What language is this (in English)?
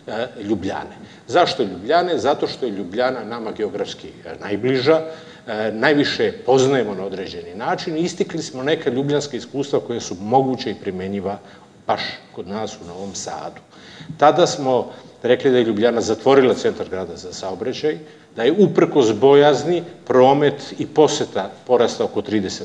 Serbian